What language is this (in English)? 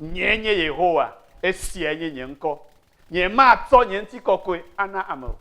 Ewe